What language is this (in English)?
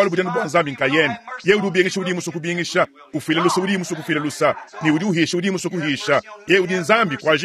Luba-Lulua